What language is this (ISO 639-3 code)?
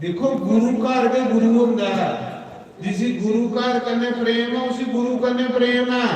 doi